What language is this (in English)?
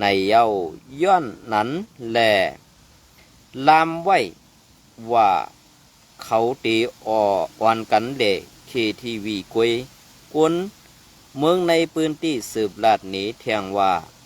Shan